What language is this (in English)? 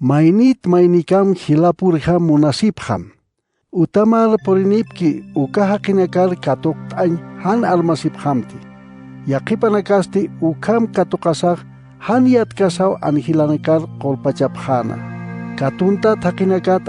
Aymara